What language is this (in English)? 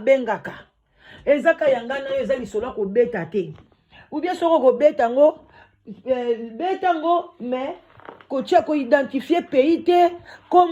Lingala